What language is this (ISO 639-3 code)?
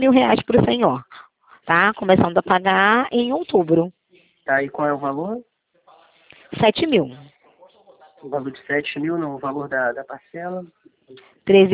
por